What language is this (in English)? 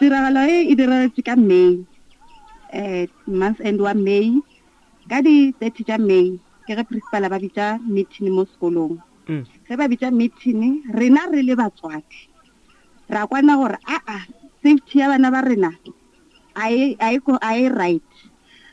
Northern Sotho